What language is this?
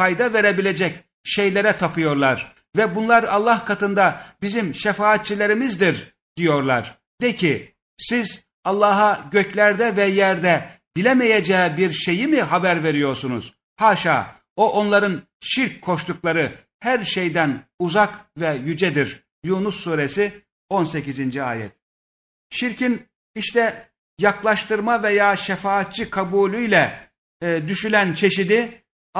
Turkish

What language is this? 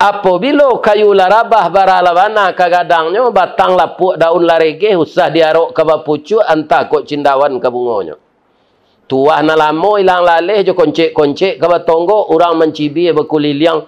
Minangkabau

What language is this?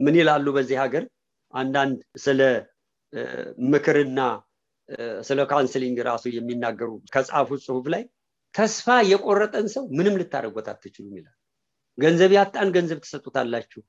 Amharic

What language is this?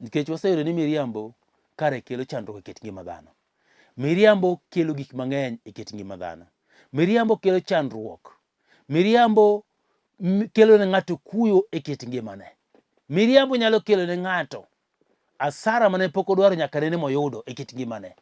Luo (Kenya and Tanzania)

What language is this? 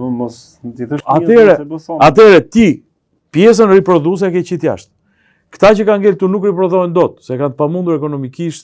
Albanian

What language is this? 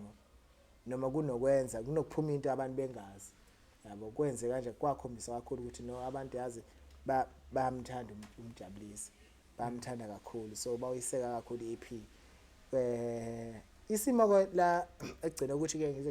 Zulu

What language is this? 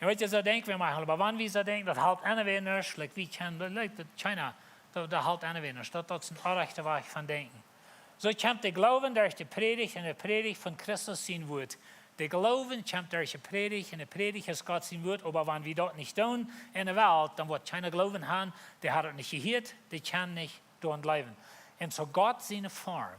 Plautdietsch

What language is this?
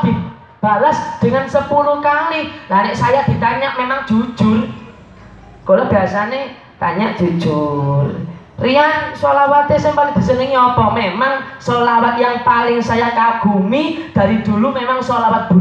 Javanese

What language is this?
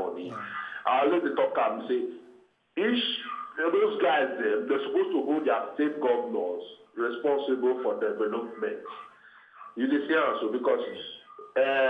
Nigerian Pidgin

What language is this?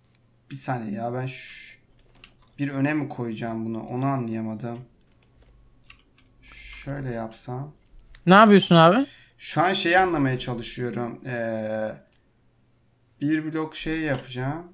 Turkish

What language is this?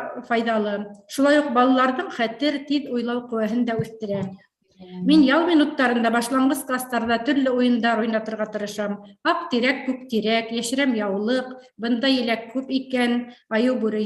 Bashkir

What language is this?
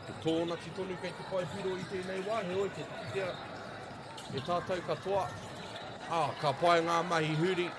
Māori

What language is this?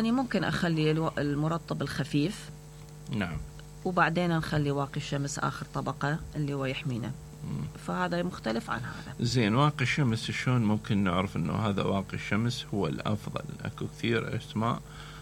Mesopotamian Arabic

